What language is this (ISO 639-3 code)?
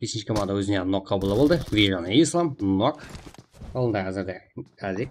kaa